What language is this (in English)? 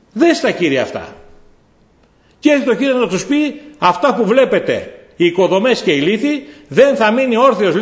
Greek